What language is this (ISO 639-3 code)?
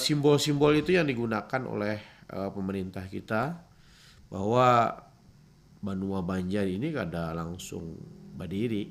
bjn